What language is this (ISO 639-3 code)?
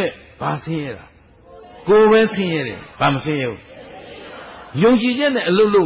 mya